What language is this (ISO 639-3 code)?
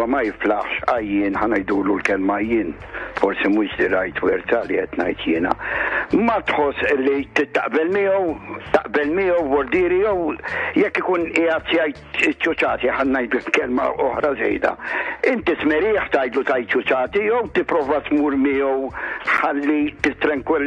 mlt